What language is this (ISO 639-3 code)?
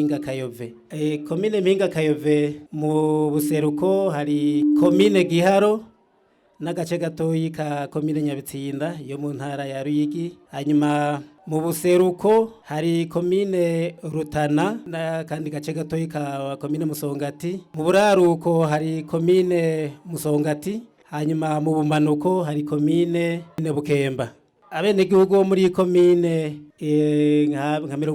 run